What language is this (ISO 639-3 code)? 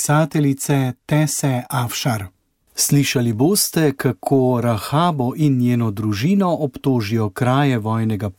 slv